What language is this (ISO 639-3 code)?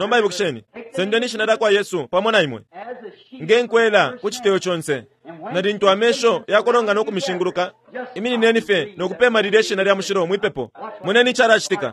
bem